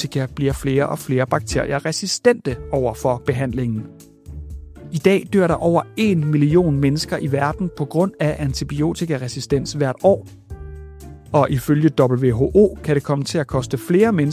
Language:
Danish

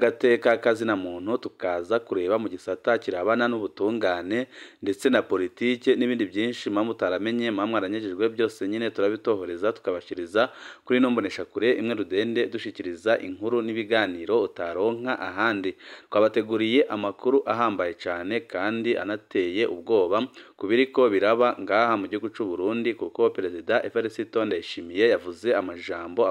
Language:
Rundi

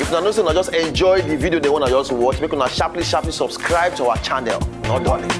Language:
Nigerian Pidgin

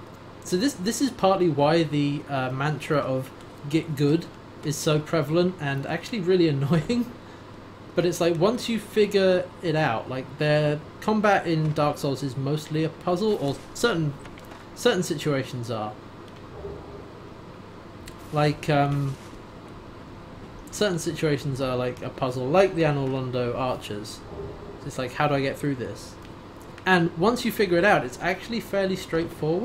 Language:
English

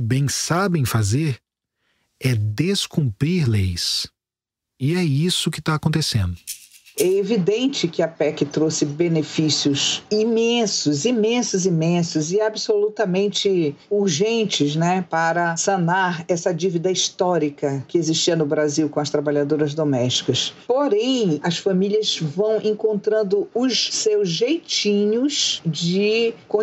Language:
Portuguese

